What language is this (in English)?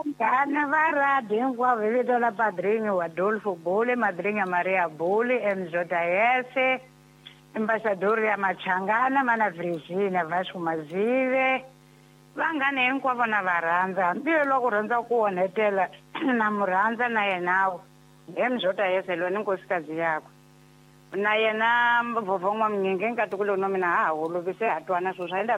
Tsonga